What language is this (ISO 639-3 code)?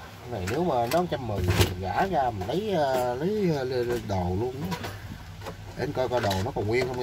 vie